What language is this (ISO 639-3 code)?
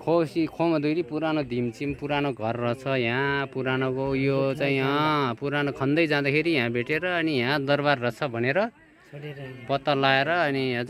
nep